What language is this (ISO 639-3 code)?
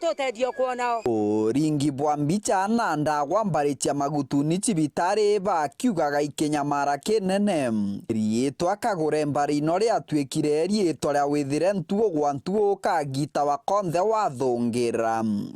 mer